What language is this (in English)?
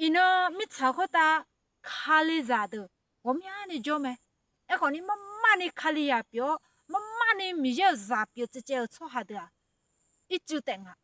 Akha